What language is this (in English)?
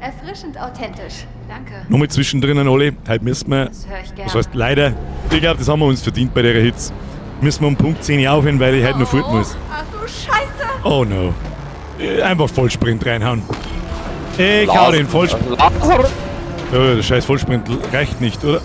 Bavarian